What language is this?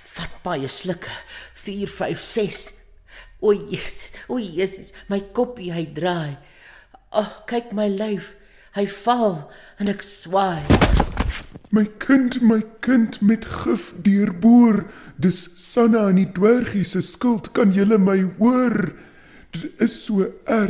Afrikaans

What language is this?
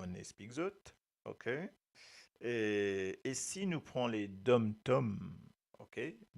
Morisyen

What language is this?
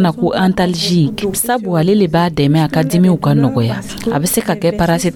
Dyula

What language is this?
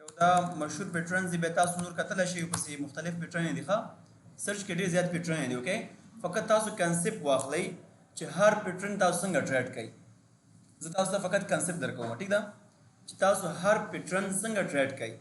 Pashto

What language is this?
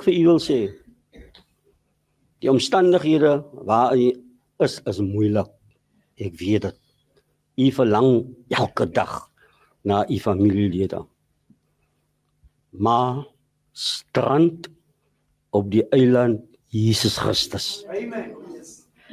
Afrikaans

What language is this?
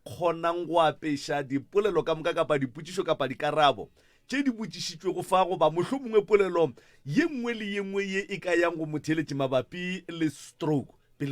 Northern Sotho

